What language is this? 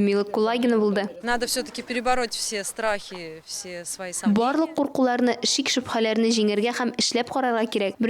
Tatar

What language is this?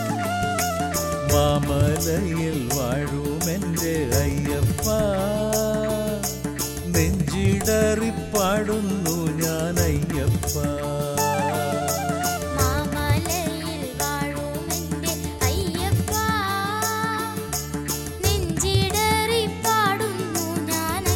Malayalam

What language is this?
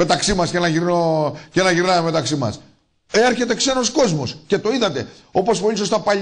Greek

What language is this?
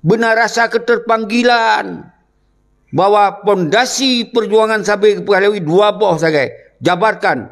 Achinese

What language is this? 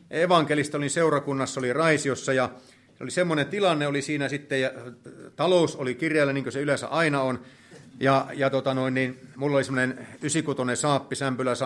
Finnish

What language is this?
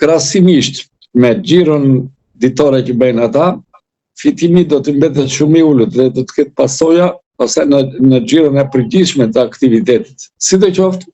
Albanian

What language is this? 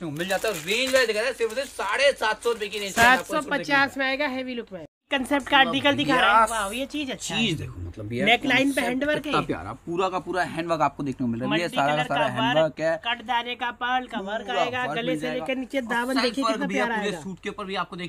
Hindi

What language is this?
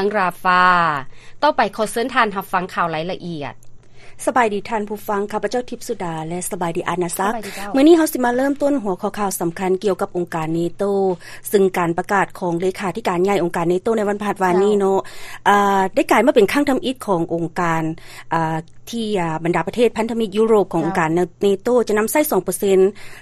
Lao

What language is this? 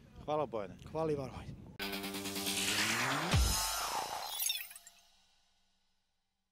Serbian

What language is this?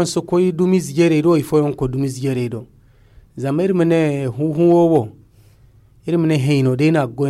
Zarma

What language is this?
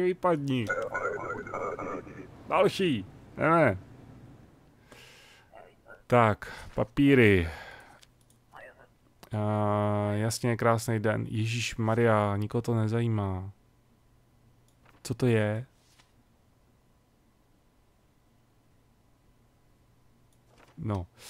Czech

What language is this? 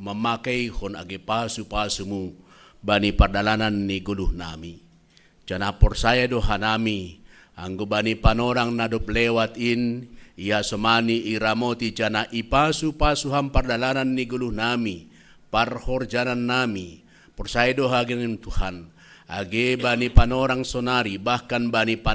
Batak Simalungun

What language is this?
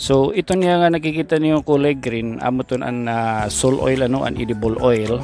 Waray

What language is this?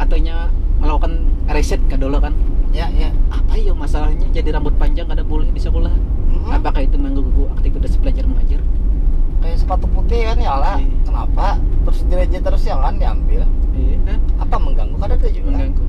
Banjar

